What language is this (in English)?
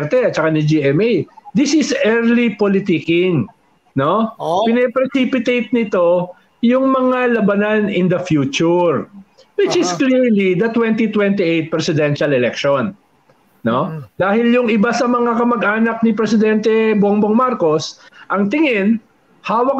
Filipino